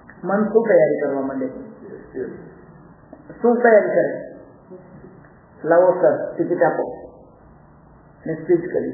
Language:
Gujarati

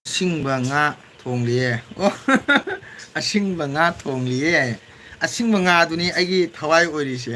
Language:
Manipuri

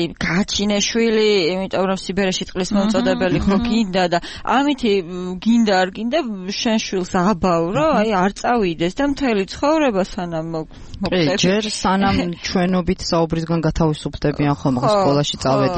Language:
Georgian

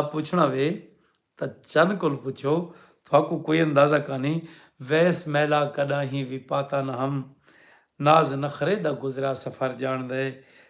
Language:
Saraiki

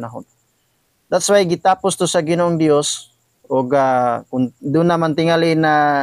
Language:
Cebuano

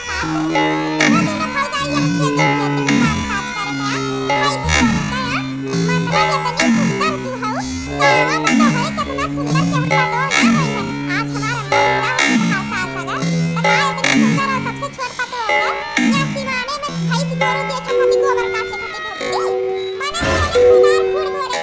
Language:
Awadhi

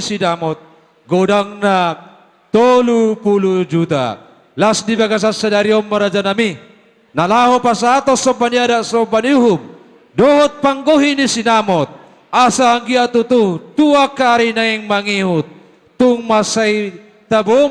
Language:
Batak Toba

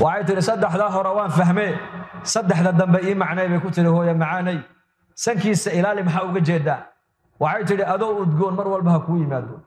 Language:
Somali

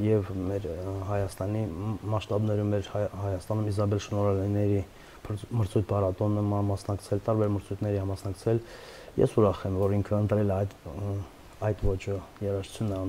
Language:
Armenian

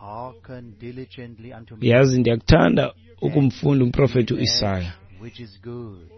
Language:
Xhosa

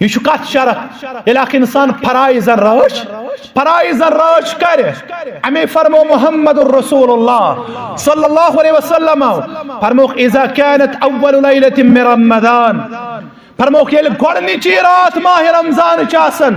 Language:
Kashmiri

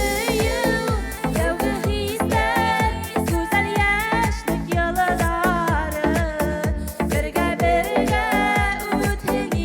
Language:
Bashkir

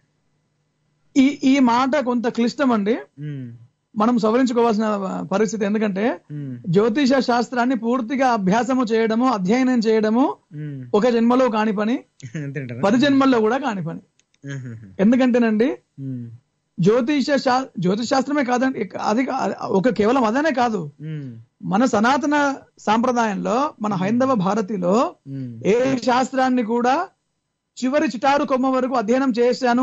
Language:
Telugu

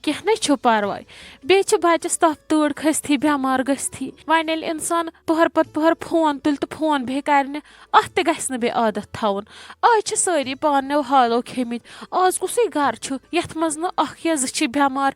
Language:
Kashmiri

